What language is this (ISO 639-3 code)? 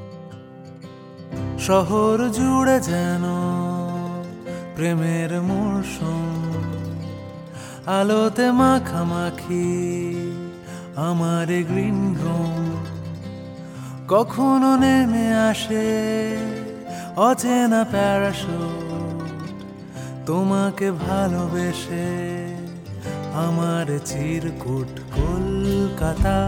ben